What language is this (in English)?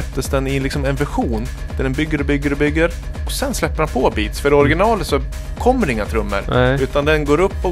Swedish